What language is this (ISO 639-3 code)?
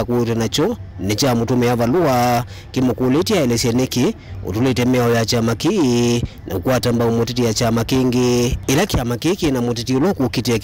kam